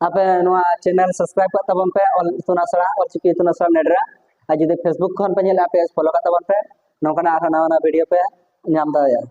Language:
Santali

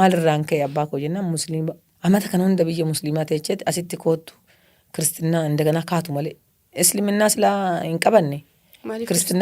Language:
Oromo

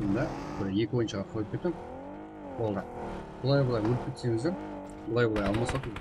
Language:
Kara-Kalpak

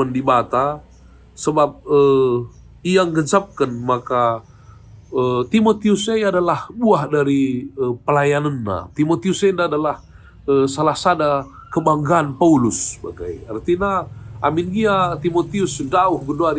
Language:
Batak Karo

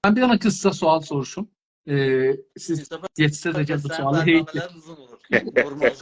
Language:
South Azerbaijani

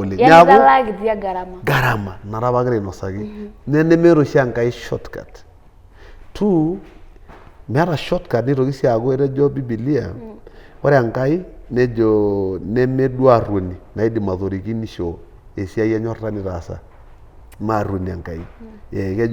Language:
Masai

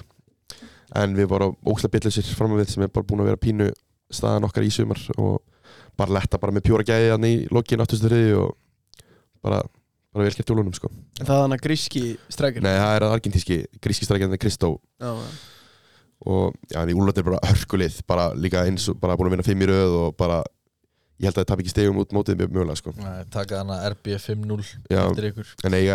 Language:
Icelandic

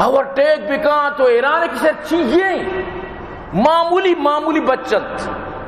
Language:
Baluchi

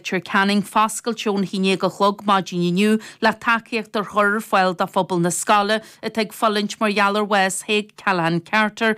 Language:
Irish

